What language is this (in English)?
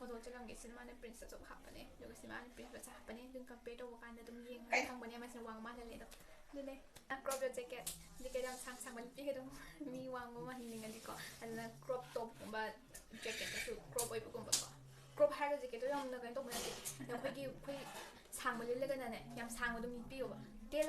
Manipuri